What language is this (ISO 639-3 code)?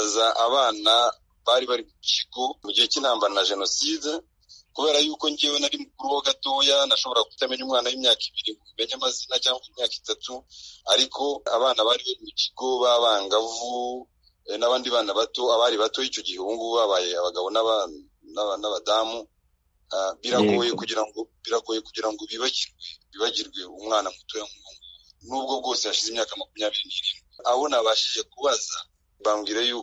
kin